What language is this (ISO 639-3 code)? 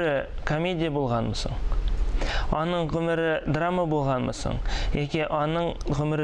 tat